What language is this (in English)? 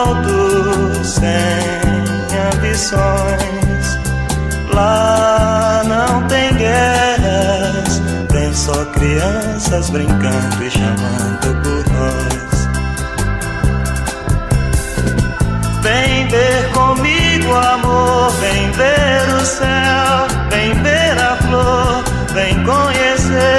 Portuguese